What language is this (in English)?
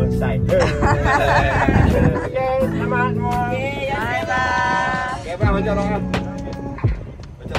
Malay